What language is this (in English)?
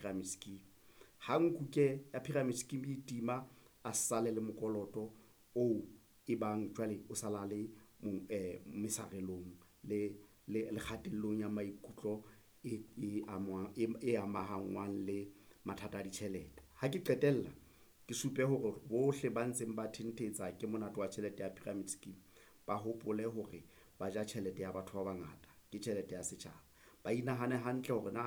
Southern Sotho